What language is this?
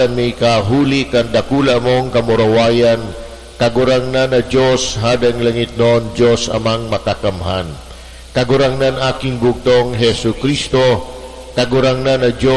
Bikol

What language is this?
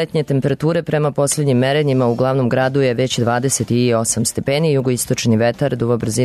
Serbian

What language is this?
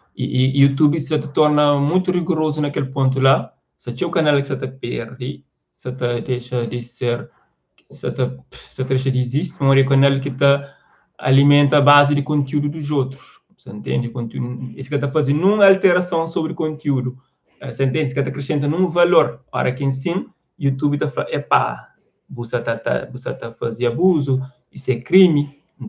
Kabuverdianu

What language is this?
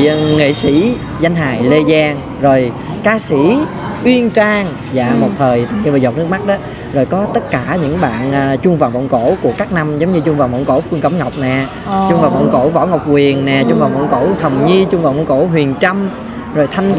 Vietnamese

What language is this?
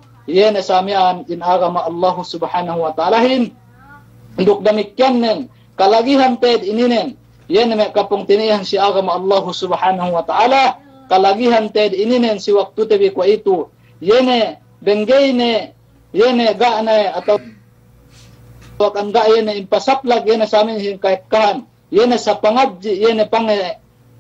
Yakan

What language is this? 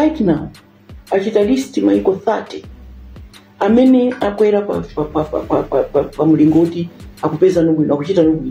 Nyanja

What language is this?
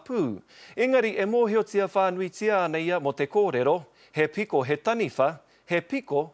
Māori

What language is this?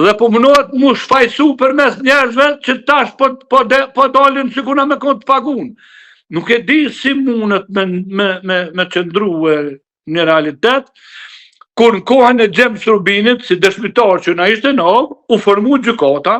Albanian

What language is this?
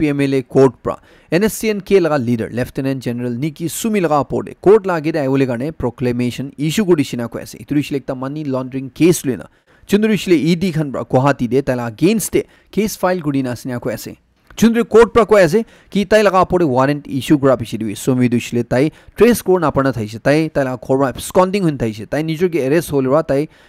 Naga Pidgin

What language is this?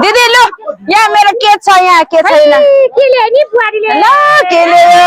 Nepali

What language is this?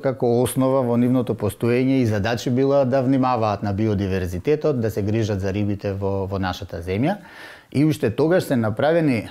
Macedonian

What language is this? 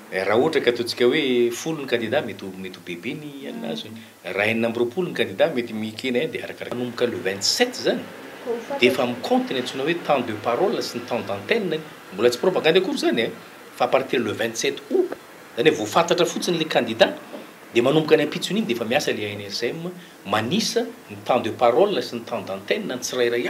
Malagasy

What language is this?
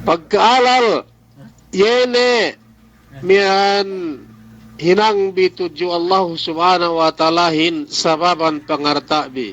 Yakan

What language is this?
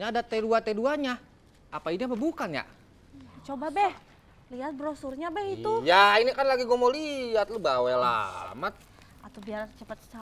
Betawi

